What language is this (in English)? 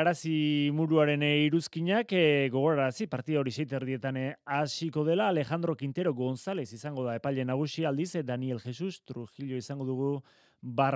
Basque